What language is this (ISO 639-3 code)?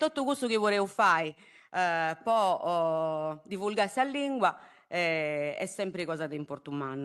srd